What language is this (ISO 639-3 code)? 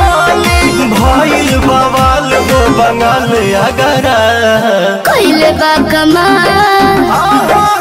bho